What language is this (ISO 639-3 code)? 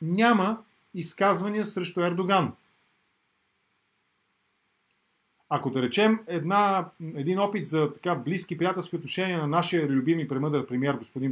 bul